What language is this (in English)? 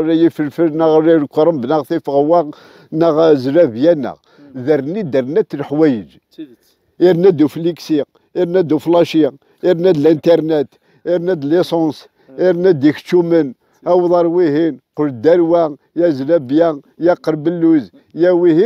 Kabyle